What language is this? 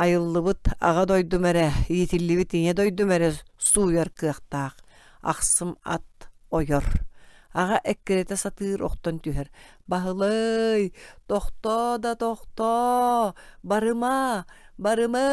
Yakut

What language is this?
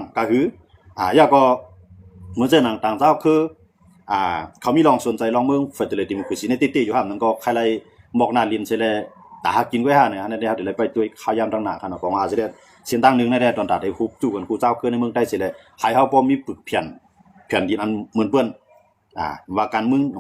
Shan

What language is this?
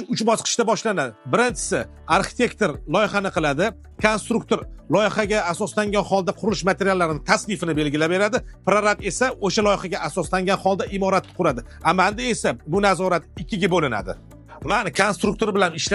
Uzbek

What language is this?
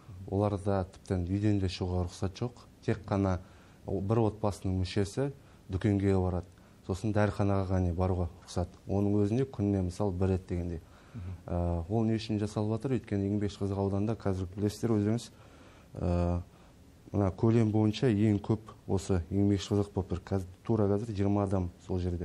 Kazakh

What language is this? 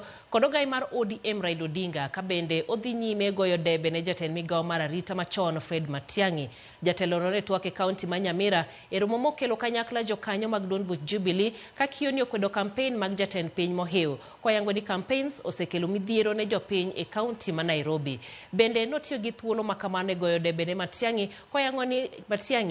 Luo (Kenya and Tanzania)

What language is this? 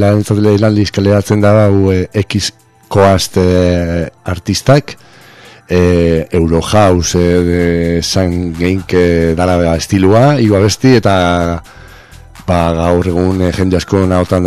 Basque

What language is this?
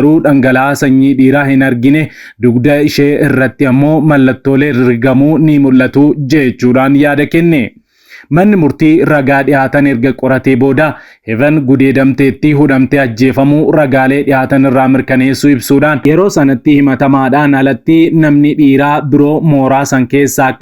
Oromo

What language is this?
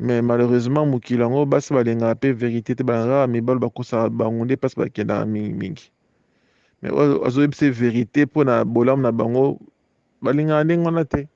Lingala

